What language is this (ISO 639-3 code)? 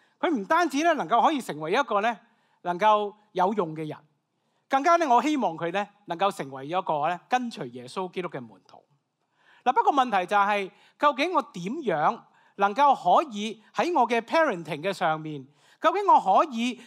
yue